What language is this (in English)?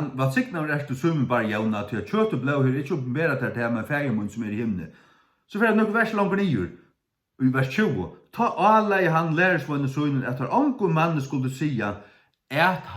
Faroese